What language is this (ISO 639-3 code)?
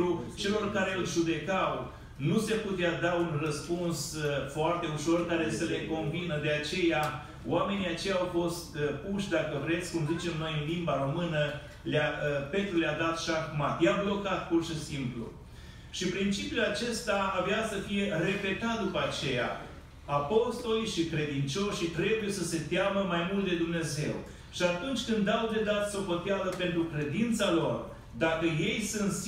ron